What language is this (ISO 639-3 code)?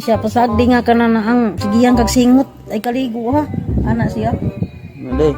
ceb